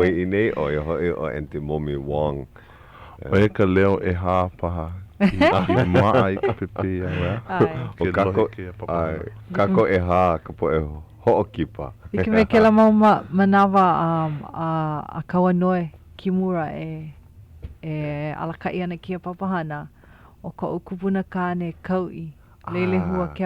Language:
Hawaiian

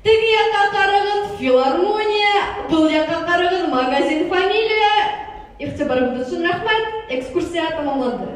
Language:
Bashkir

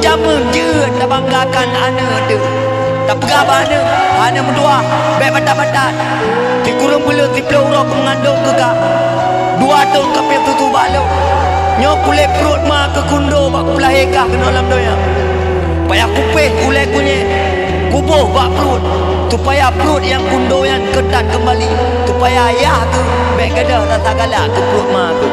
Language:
Achinese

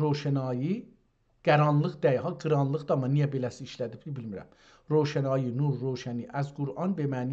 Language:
South Azerbaijani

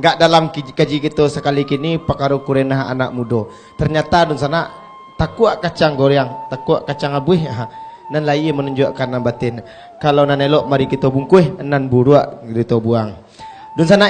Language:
Minangkabau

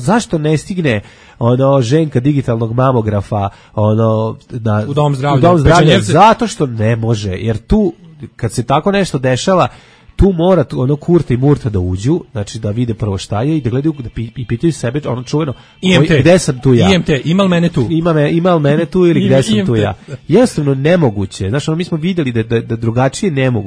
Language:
Serbian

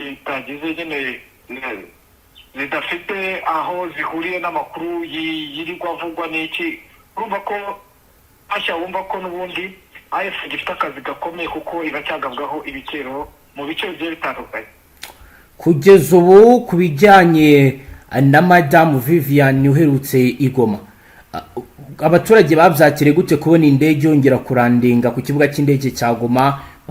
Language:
Kinyarwanda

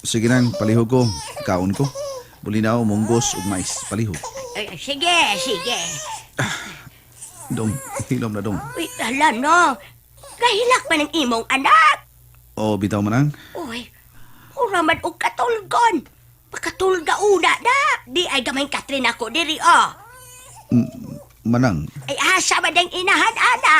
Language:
Cebuano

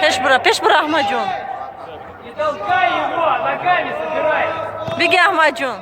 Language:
Tajik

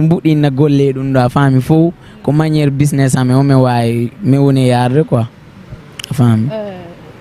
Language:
Fula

